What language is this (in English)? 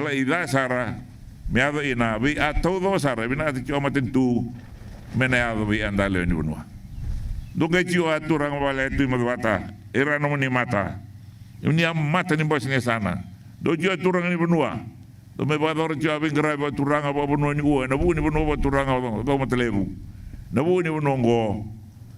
Fijian